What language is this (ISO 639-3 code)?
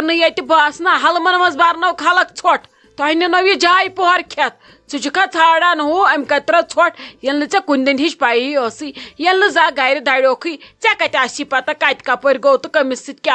kas